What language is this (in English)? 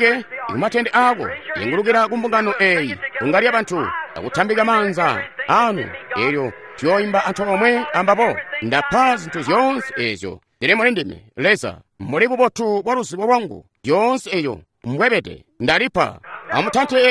Tonga (Zambia)